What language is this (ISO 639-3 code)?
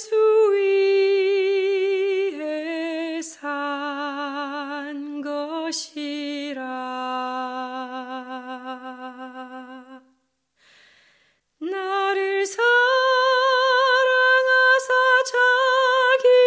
kor